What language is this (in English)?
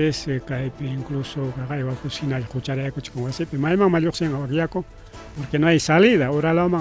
Ayacucho Quechua